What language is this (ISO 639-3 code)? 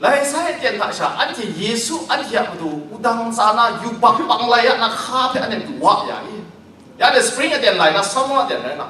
kac